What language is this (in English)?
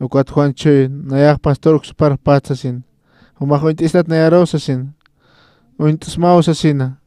Aymara